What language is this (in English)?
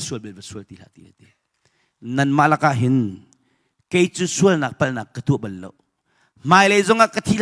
Hakha Chin